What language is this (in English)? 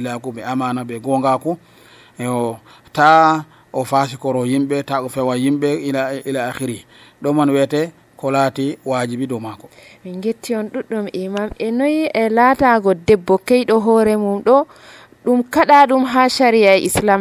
Nigerian Fulfulde